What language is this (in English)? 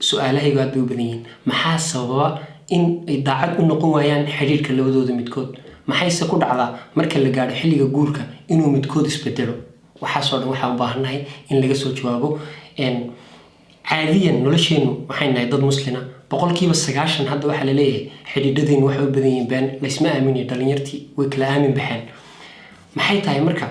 Somali